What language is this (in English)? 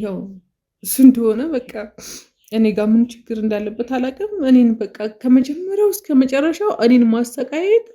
Amharic